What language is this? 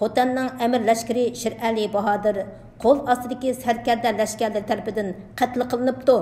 Uyghur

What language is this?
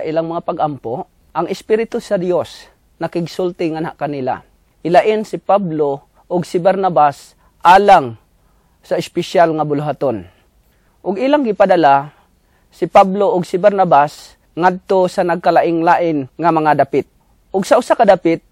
Cebuano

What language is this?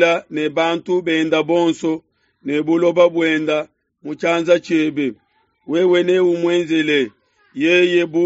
Luba-Lulua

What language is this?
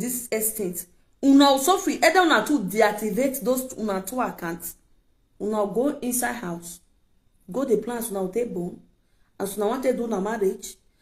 Nigerian Pidgin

